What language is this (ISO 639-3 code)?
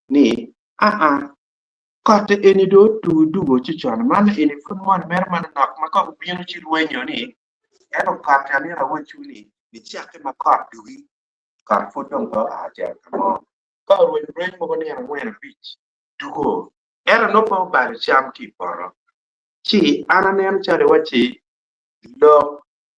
ach